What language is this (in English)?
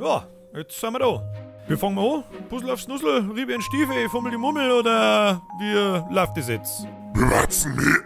Bavarian